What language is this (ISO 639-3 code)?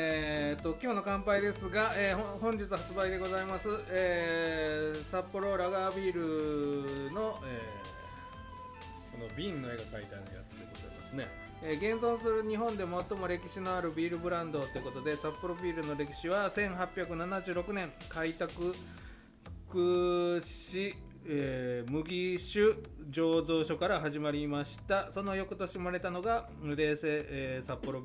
jpn